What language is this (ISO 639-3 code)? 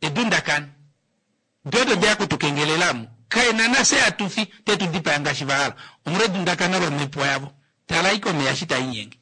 kua